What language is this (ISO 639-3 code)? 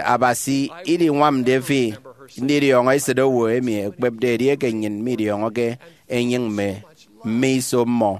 efi